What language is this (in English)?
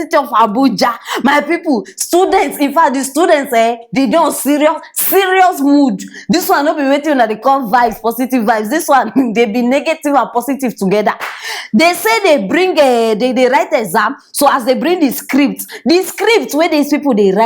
Nigerian Pidgin